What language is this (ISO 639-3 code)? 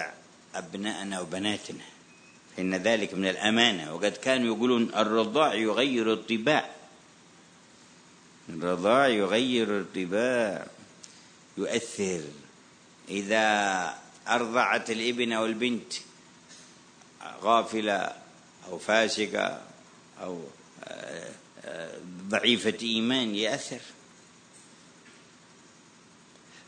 ara